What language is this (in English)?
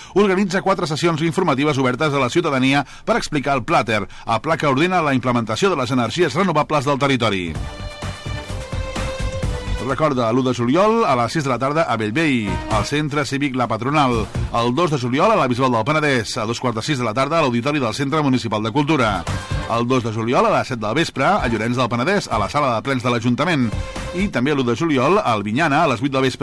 Catalan